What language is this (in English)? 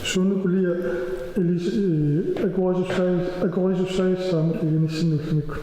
Kalaallisut